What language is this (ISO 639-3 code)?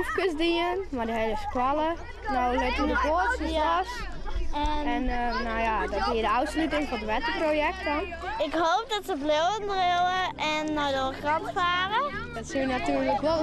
fry